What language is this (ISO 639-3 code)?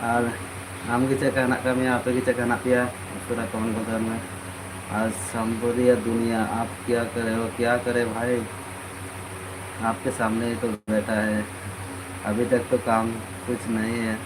sat